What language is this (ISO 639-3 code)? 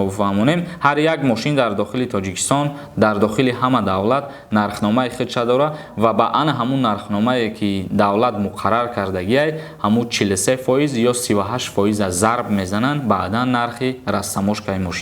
tgk